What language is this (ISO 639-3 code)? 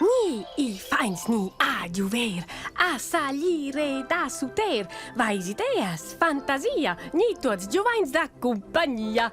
roh